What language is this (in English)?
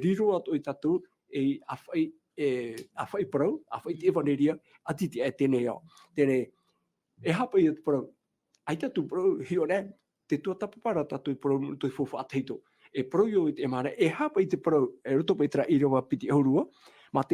Tahitian